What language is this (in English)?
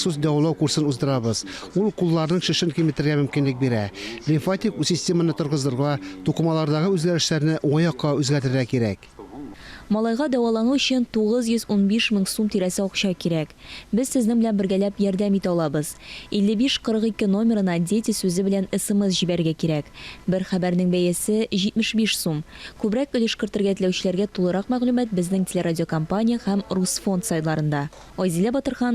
Tatar